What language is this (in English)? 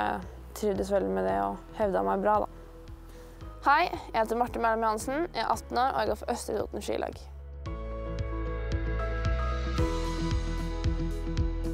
Norwegian